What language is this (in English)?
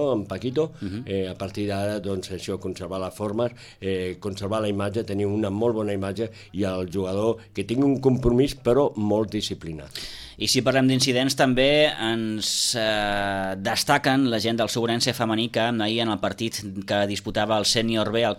Catalan